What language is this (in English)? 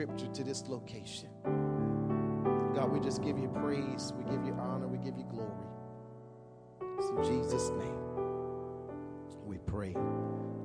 English